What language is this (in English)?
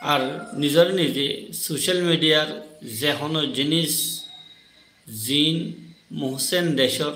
Rohingya